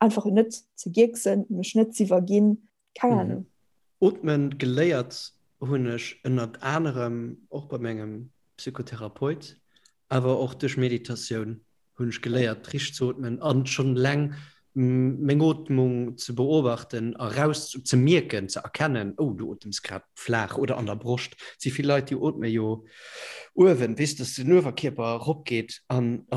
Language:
Luxembourgish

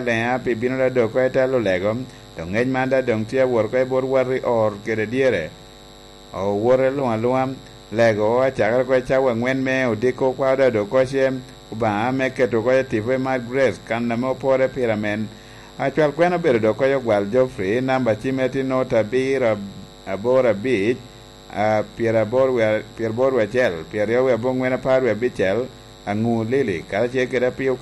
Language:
Lango (Uganda)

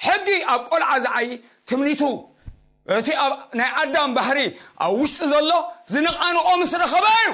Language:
Tigrinya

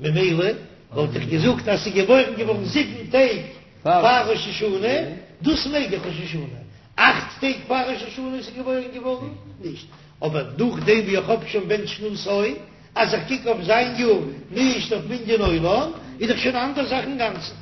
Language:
Yiddish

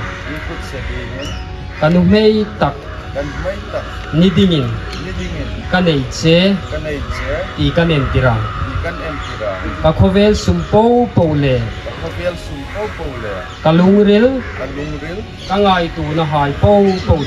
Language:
Hmar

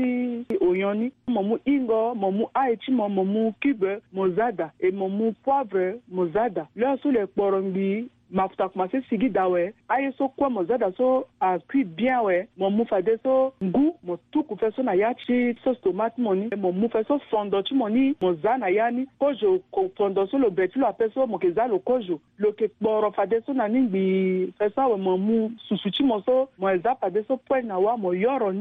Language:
Sango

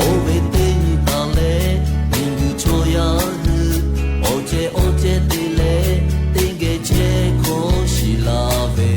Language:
Lahu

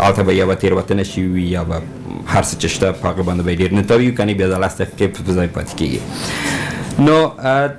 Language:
Pashto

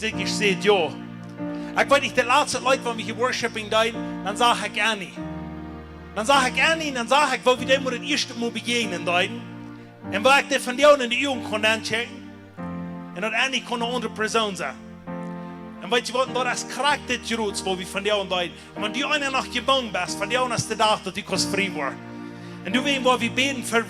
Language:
Plautdietsch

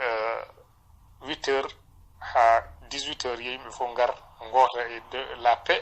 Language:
Fula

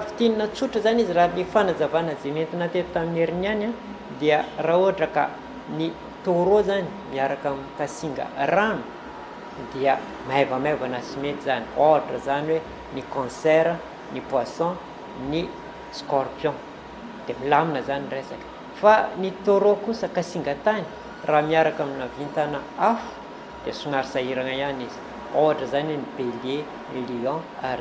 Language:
Malagasy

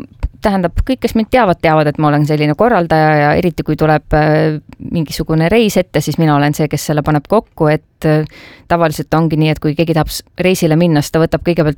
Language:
Estonian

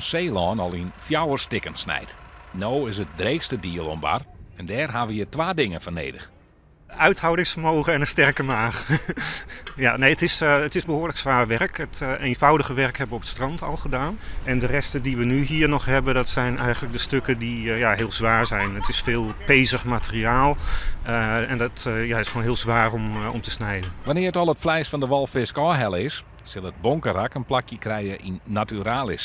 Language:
Western Frisian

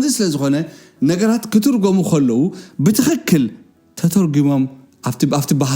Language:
Tigrinya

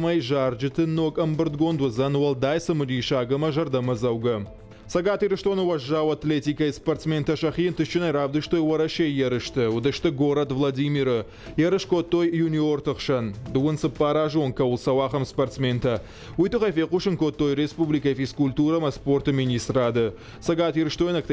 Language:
Ossetic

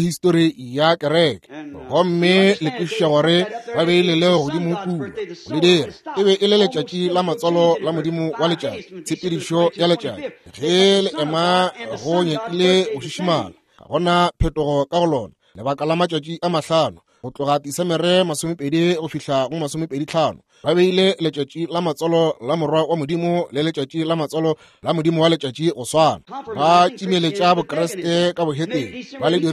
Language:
Northern Sotho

